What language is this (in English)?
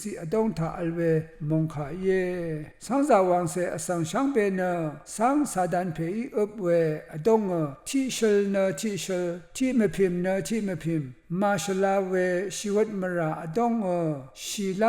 Rawang